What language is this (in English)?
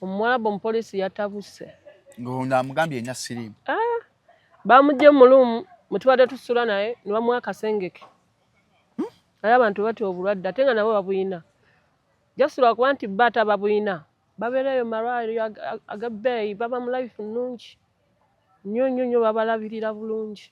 Ganda